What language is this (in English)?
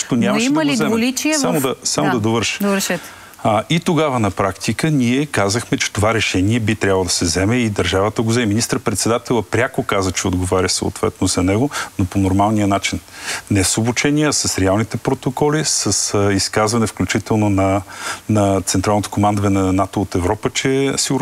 Bulgarian